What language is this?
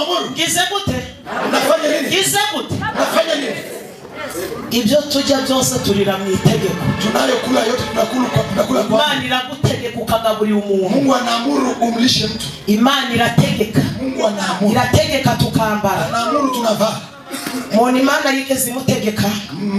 Kinyarwanda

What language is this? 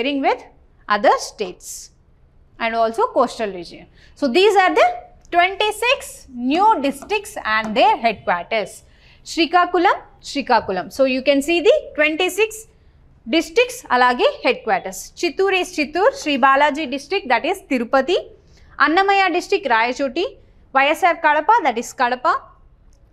Telugu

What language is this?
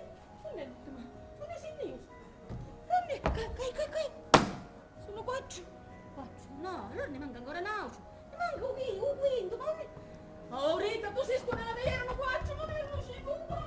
Sicilian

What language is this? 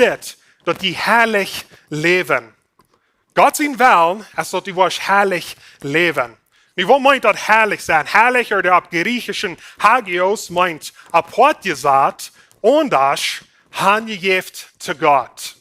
Plautdietsch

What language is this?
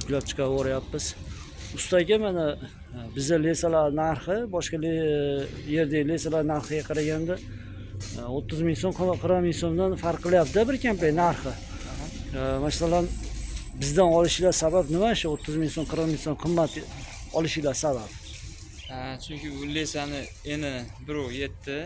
Uzbek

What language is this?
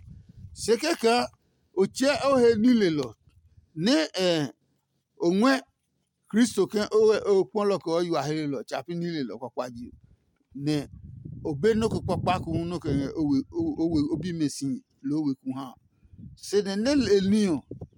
Adangme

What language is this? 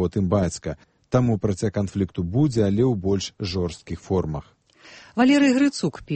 Belarusian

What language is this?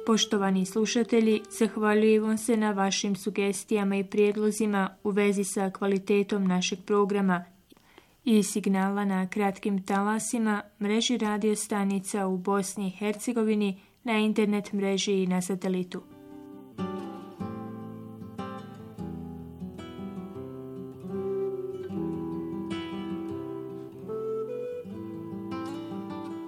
Bosnian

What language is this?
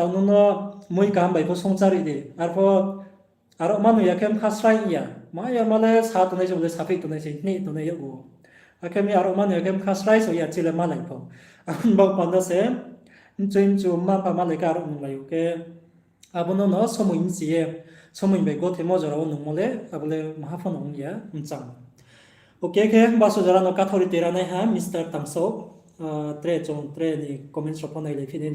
Riang (India)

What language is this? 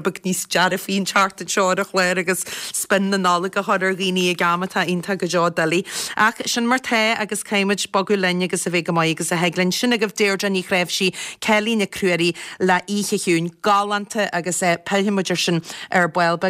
Irish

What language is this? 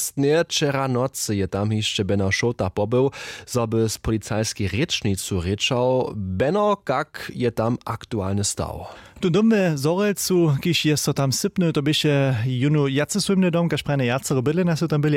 Upper Sorbian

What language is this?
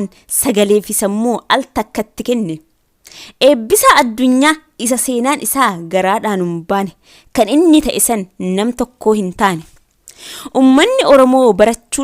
Oromo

